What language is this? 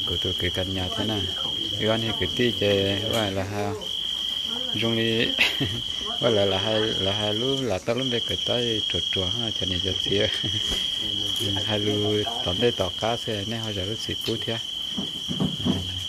Vietnamese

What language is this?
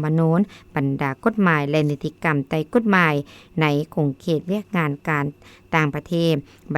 Lao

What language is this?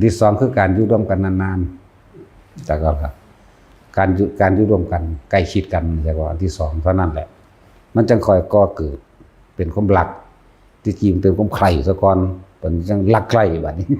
Lao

